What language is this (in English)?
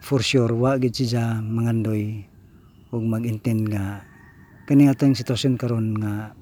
Cebuano